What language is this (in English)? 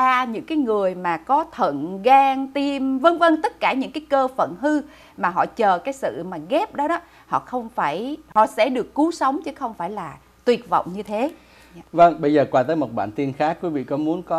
Vietnamese